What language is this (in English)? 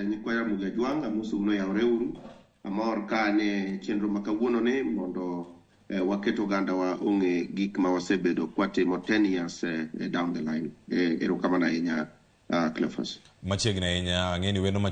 Luo (Kenya and Tanzania)